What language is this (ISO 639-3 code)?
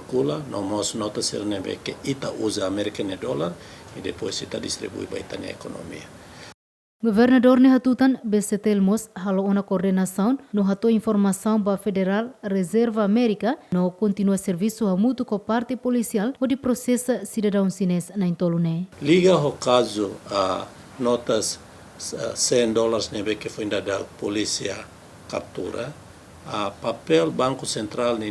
tet